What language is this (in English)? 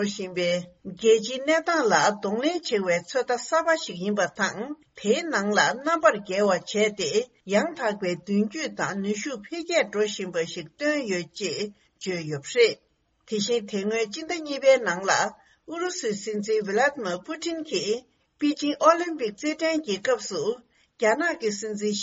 Tibetan